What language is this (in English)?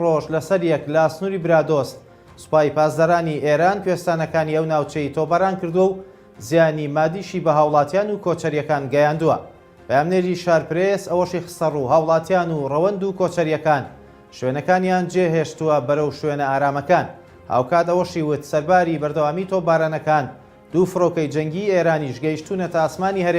Central Kurdish